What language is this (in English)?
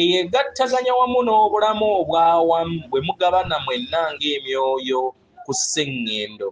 Ganda